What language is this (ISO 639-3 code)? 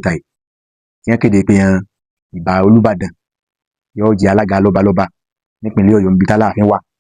yor